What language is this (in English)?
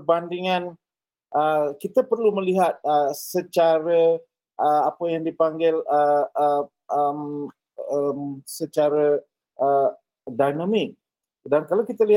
Malay